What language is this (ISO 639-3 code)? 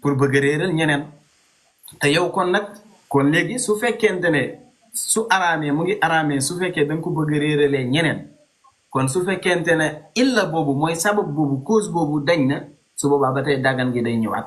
wol